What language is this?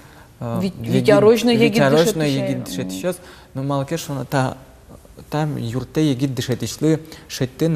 Udmurt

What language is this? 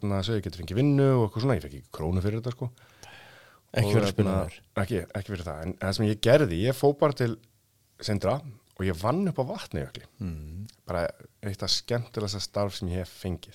Icelandic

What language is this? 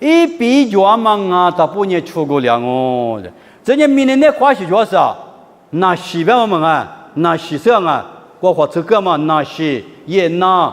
Lisu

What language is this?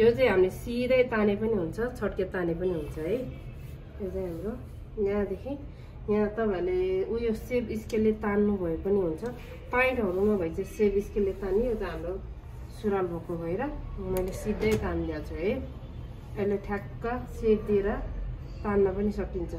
Nepali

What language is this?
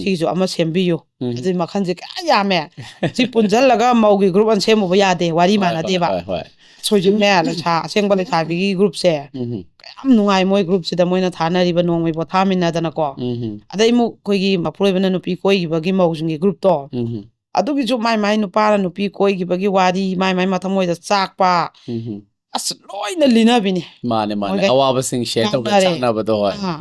Manipuri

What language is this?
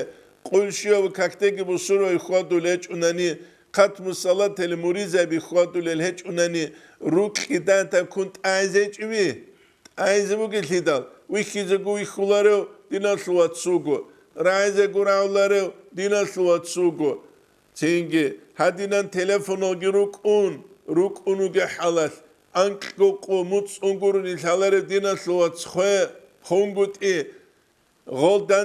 Avaric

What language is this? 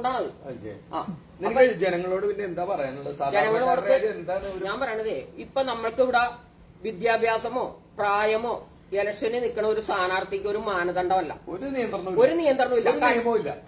Malayalam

